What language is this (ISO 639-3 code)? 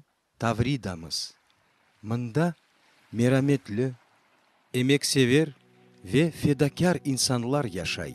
crh